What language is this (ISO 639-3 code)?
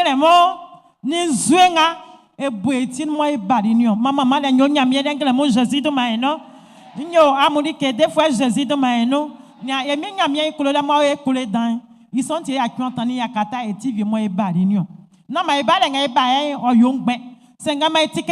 bci